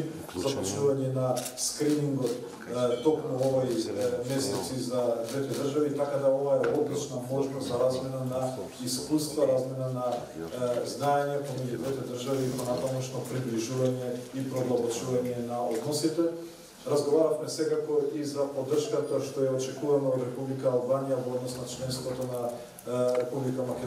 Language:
Macedonian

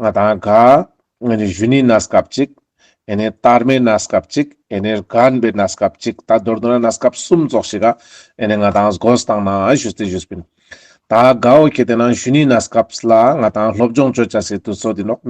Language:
Ladakhi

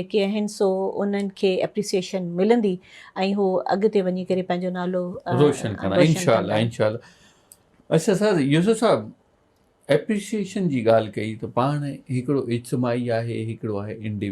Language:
Sindhi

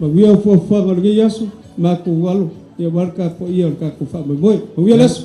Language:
Samoan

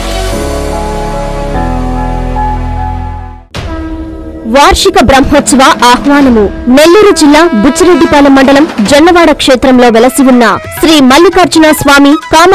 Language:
Telugu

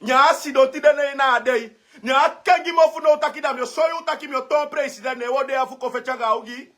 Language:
Sranan Tongo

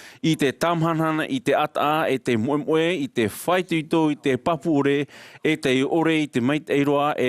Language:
Tahitian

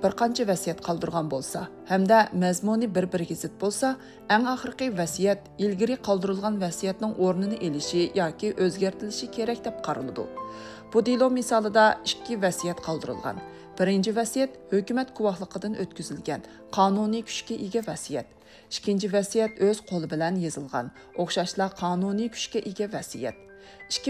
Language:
Uyghur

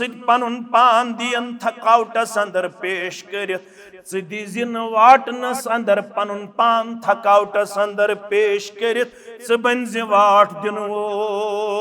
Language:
Kashmiri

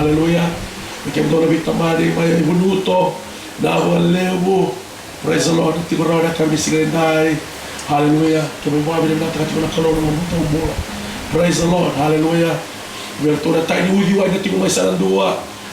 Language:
Fijian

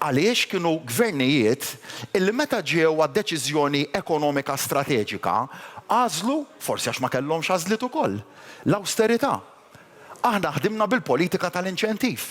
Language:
Maltese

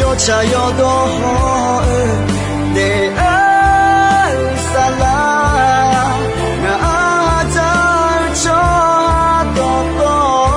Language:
Akha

